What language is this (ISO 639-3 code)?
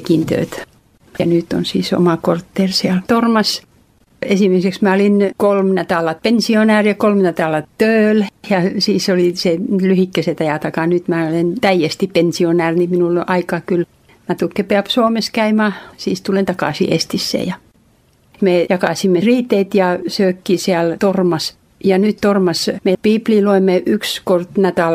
est